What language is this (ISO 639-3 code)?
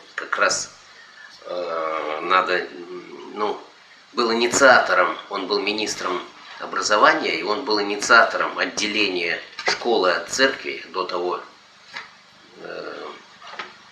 rus